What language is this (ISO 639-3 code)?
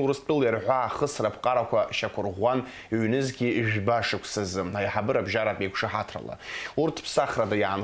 abk